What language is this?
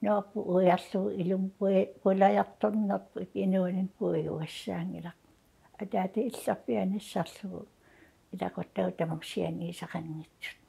Kalaallisut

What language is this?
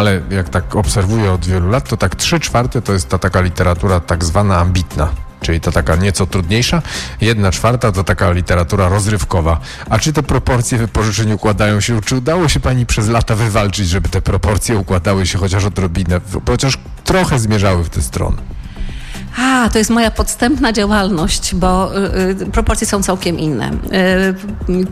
Polish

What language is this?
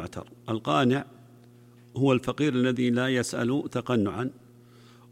Arabic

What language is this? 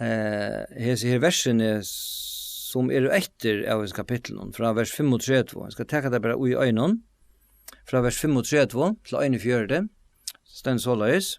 Faroese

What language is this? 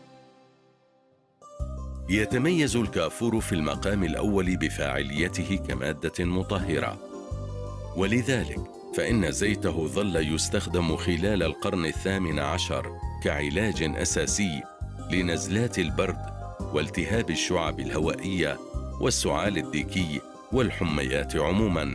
Arabic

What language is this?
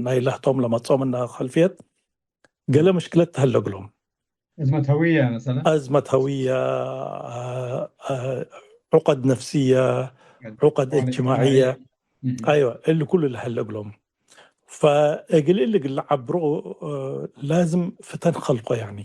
Tigre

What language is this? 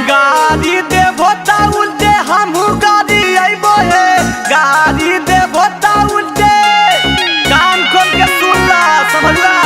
Magahi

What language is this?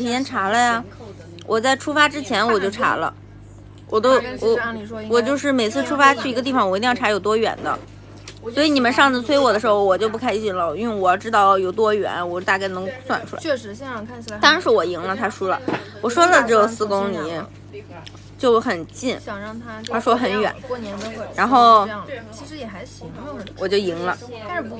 Chinese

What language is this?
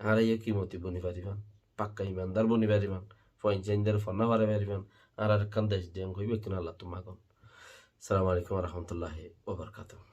Rohingya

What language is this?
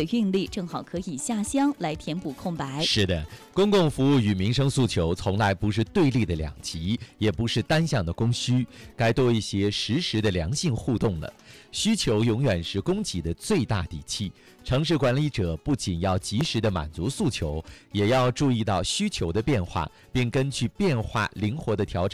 Chinese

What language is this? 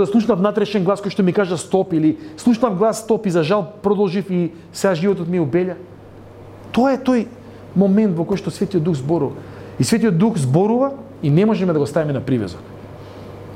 Macedonian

